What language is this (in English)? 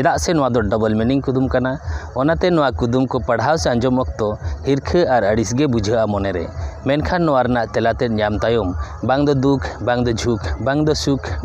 Santali